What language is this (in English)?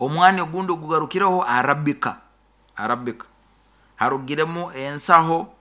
Nyoro